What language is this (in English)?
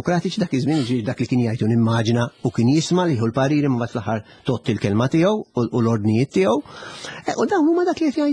Maltese